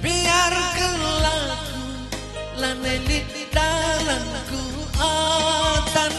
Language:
Batak Karo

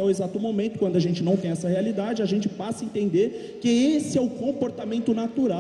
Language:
Portuguese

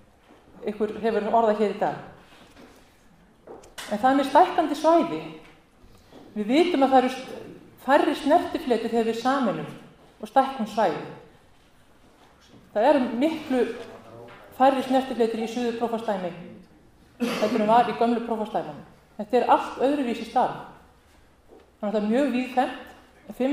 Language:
Icelandic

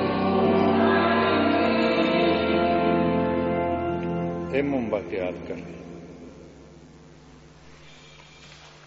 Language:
Basque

